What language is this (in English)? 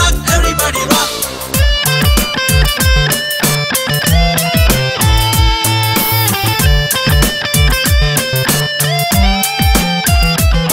Kannada